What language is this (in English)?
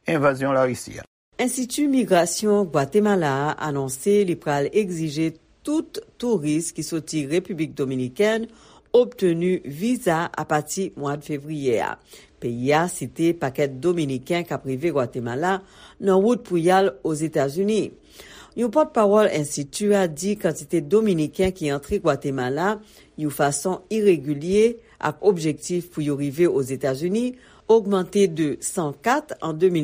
Haitian Creole